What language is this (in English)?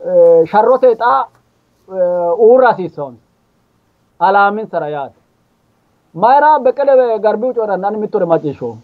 Sidamo